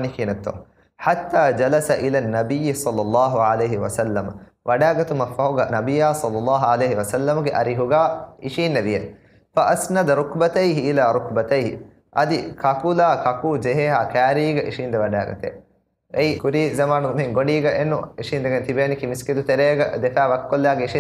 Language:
Divehi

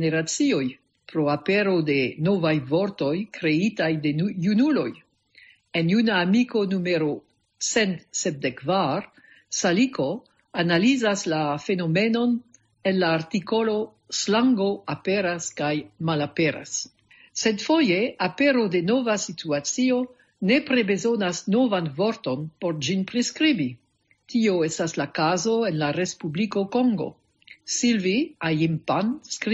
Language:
Esperanto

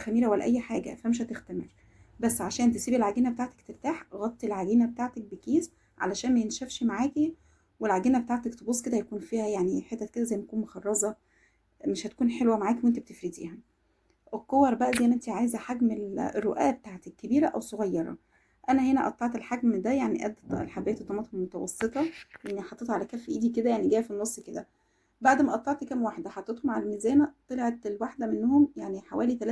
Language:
Egyptian Arabic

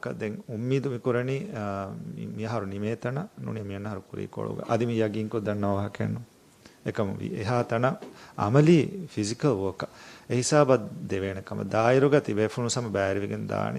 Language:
Divehi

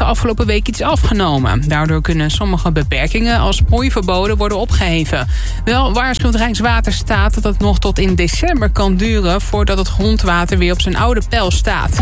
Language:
Dutch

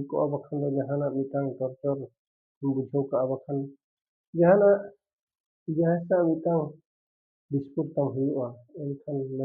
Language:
Santali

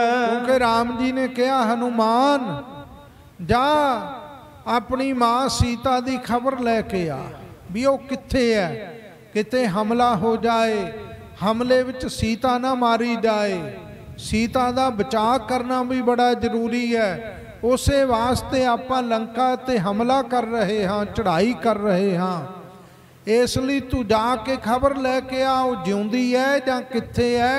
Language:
Punjabi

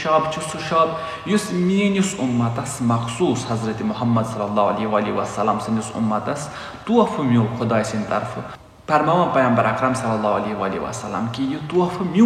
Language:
Kashmiri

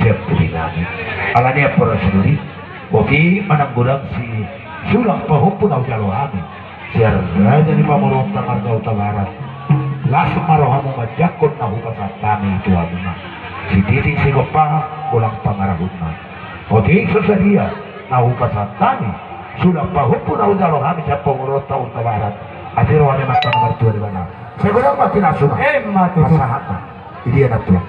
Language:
Batak Toba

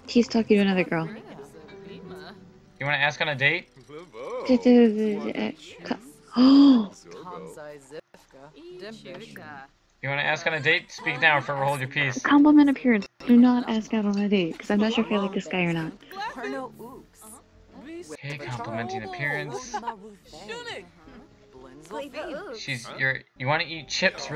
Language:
English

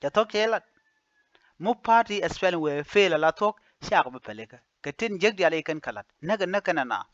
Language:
Nuer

